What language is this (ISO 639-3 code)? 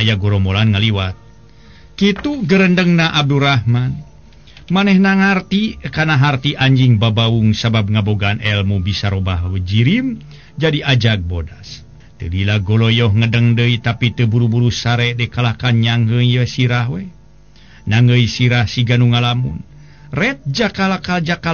sun